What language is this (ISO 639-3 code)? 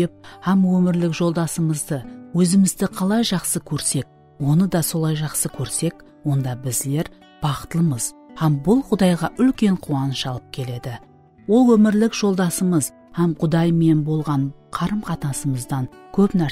kaa